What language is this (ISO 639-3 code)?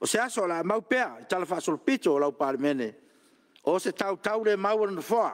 smo